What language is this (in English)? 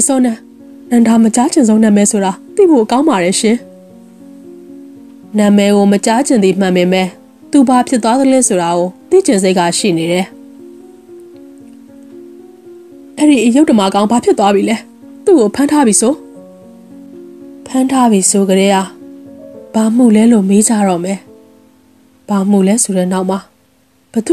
Burmese